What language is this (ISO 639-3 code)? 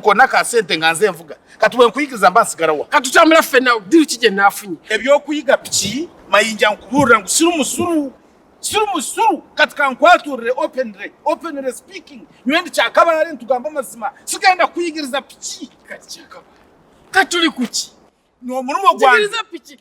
lug